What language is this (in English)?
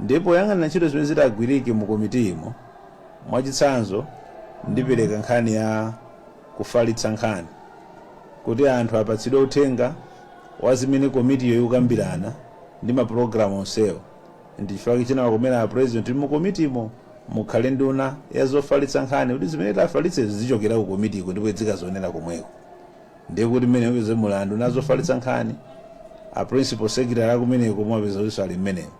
Nyanja